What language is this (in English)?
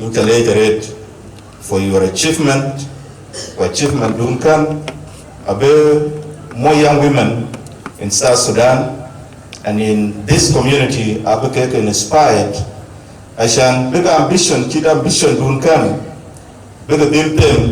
Dinka